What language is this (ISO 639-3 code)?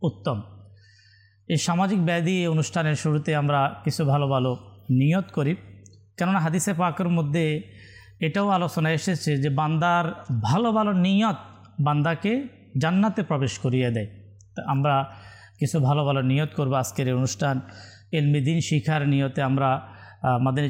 ben